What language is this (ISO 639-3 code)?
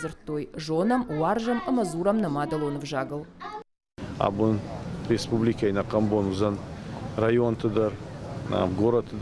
oss